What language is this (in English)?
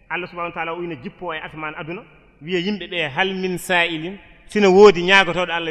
Fula